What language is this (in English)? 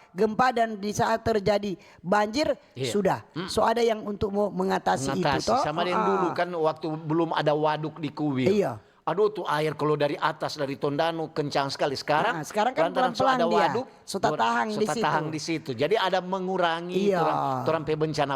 Manado Malay